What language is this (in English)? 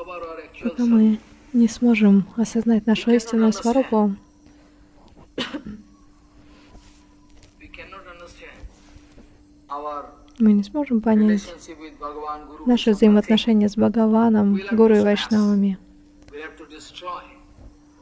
Russian